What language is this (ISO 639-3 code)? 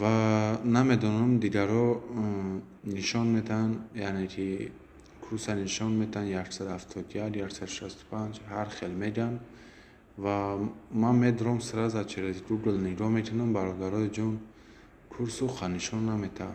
tgk